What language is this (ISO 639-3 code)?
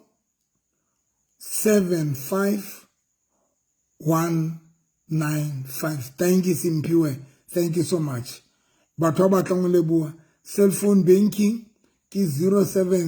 sot